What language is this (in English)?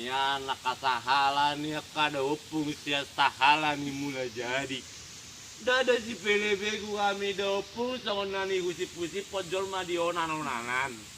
Batak Toba